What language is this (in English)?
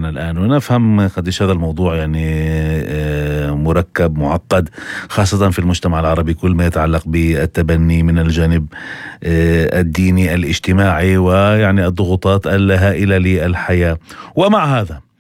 North Levantine Arabic